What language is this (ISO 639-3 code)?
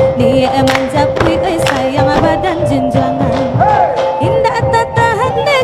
min